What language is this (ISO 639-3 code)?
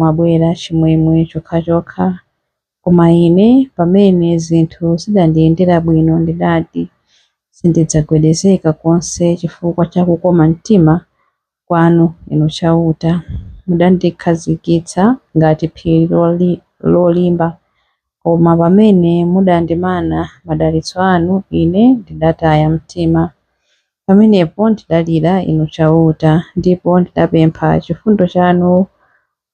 nya